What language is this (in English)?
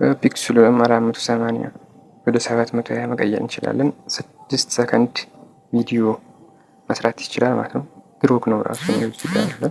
Amharic